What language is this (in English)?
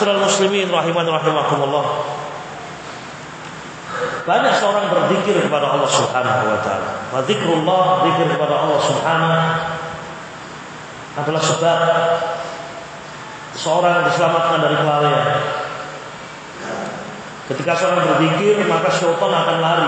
Indonesian